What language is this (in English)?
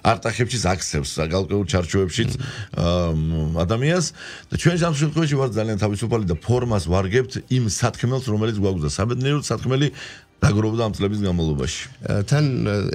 Georgian